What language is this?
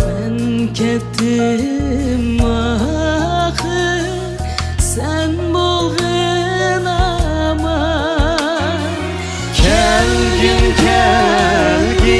Uyghur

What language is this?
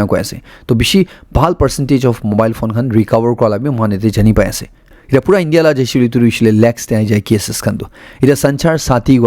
Naga Pidgin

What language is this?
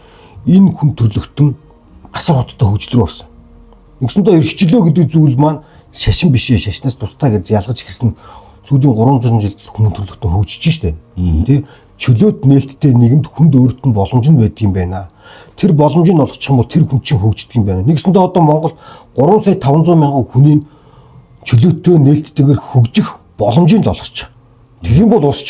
Mongolian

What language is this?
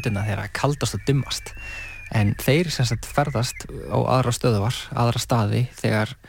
Icelandic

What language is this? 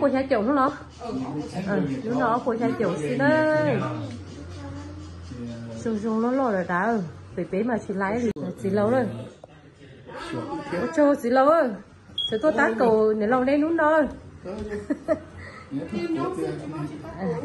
Vietnamese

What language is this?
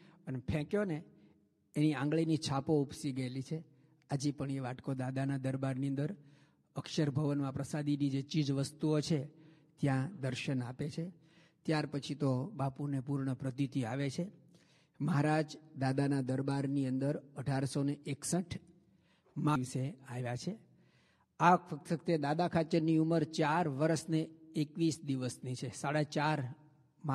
Gujarati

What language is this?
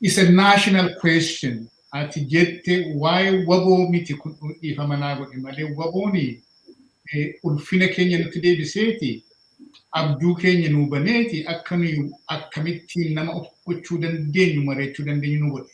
Oromo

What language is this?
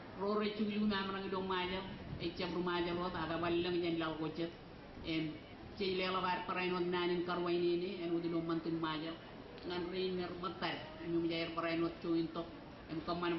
Marshallese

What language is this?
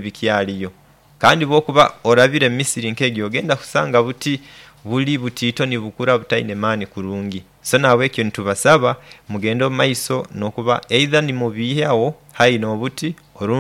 Nyoro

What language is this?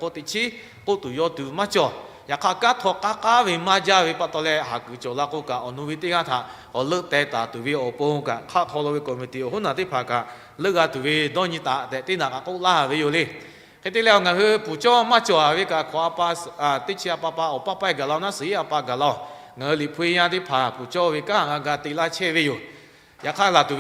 Lahu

